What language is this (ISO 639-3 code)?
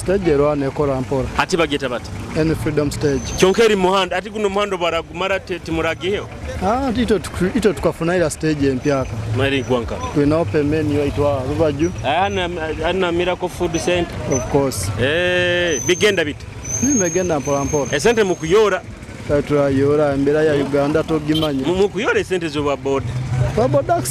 nyo